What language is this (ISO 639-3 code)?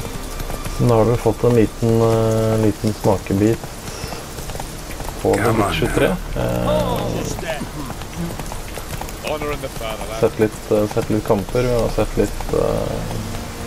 nor